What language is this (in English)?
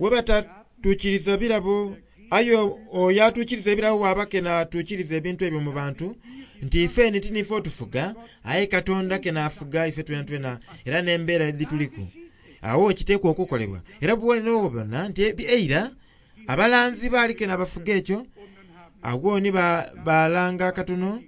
Soga